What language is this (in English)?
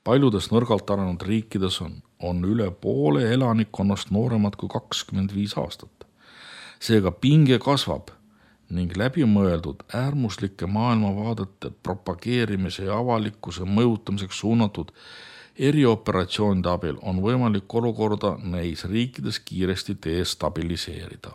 Estonian